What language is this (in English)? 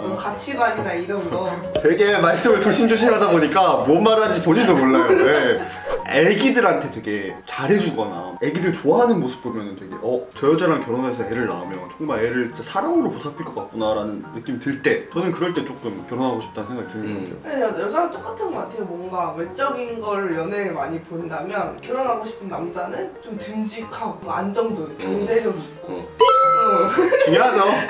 Korean